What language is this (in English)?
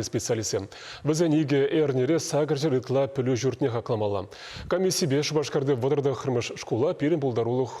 Chuvash